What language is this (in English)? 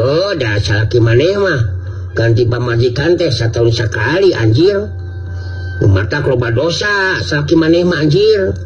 Sundanese